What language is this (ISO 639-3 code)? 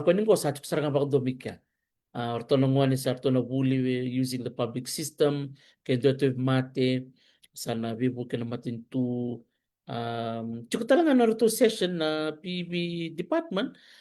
fij